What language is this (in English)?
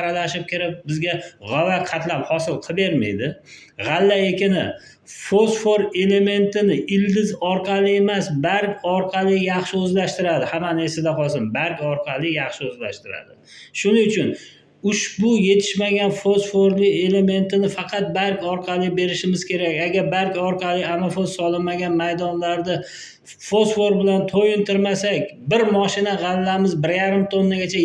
Uzbek